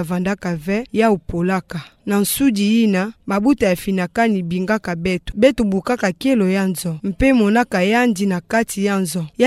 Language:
Kituba (Democratic Republic of Congo)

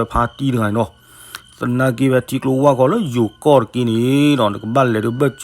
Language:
S'gaw Karen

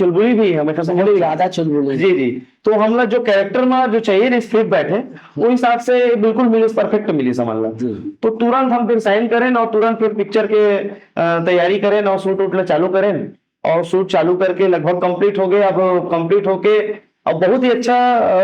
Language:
Chhattisgarhi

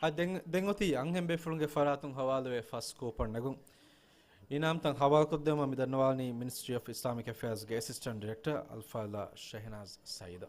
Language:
Divehi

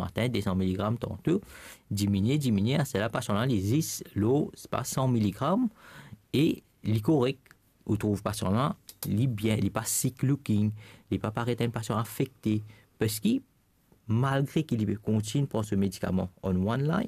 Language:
Morisyen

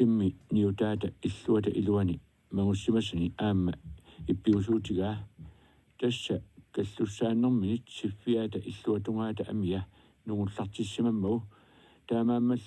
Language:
Kalaallisut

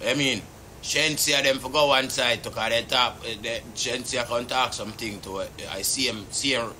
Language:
Jamaican Creole English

